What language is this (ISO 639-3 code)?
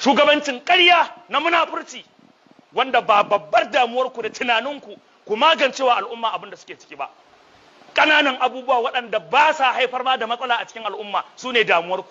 hau